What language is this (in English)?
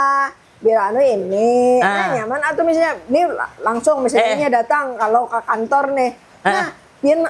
Banjar